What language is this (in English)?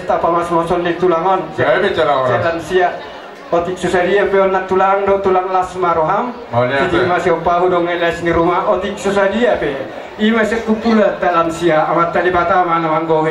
Batak Toba